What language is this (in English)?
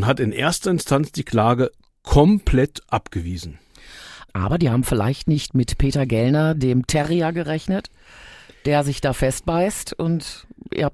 German